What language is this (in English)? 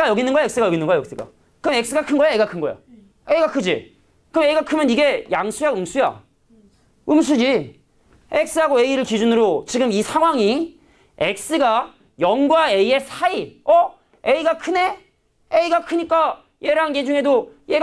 Korean